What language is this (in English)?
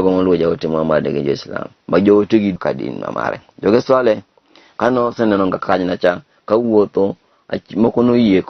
Luo (Kenya and Tanzania)